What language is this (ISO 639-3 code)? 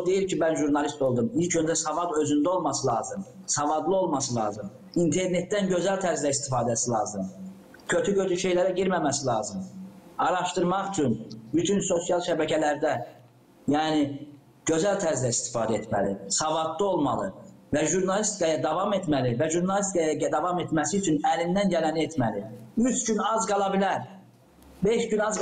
gag